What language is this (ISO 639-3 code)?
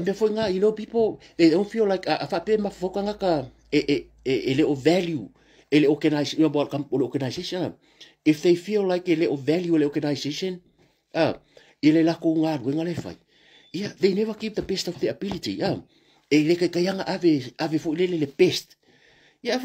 smo